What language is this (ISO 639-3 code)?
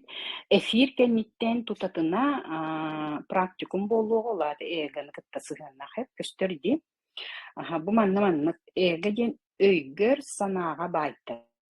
sah